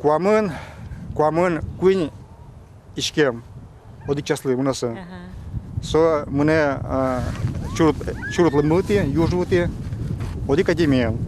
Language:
Udmurt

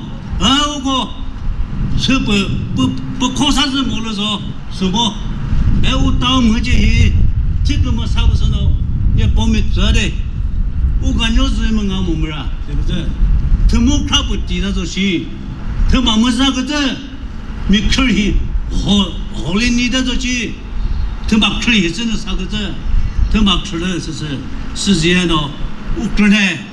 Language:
Chokri Naga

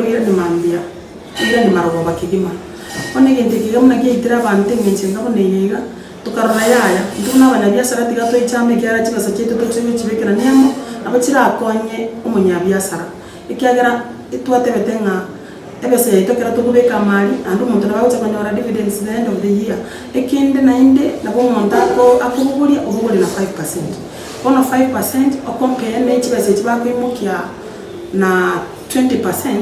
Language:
Gusii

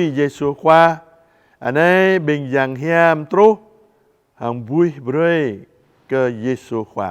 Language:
Jarai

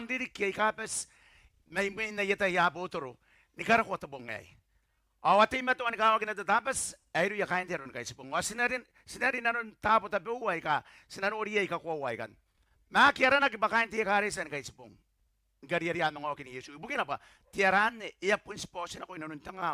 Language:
Gilbertese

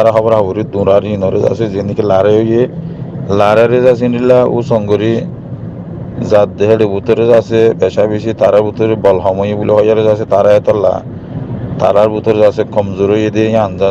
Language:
Rohingya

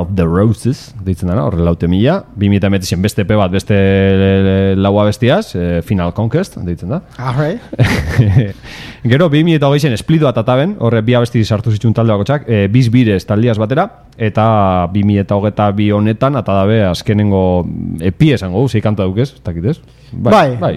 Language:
Basque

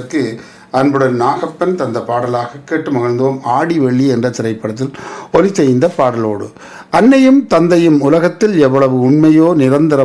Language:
Tamil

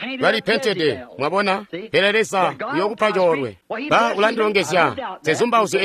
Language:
Tonga (Zambia)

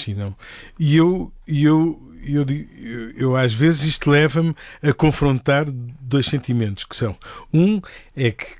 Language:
Portuguese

